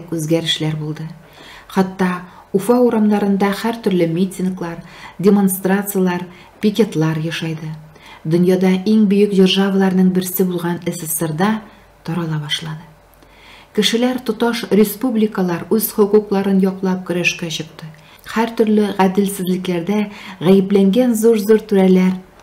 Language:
Tatar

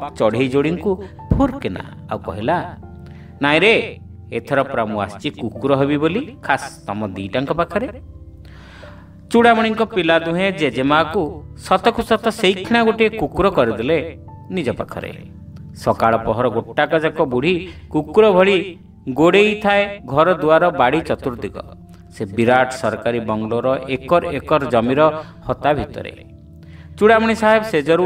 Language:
Odia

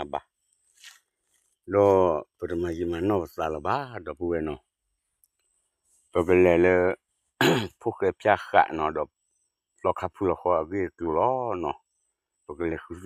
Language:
S'gaw Karen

